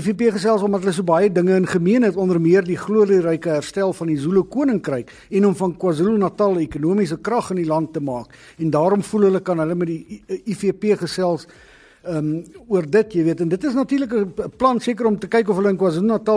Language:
Afrikaans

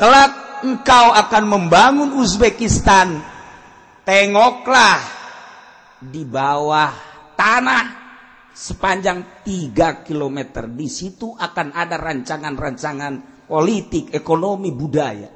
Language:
Sundanese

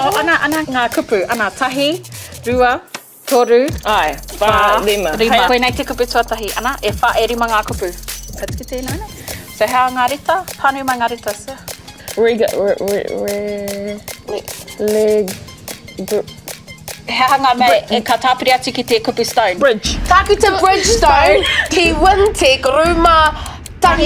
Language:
Māori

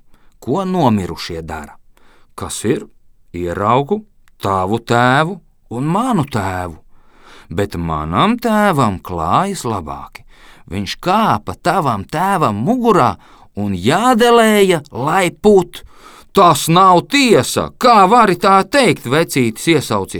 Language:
Latvian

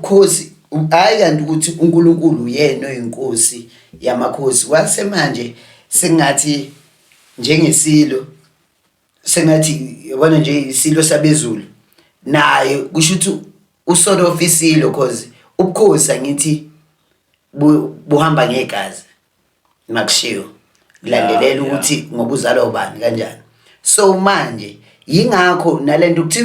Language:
Zulu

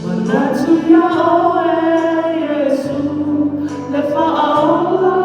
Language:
Samoan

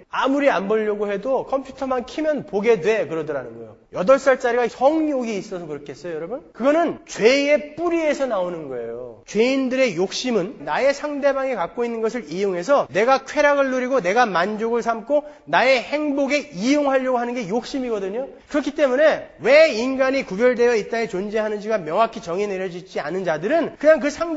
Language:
Korean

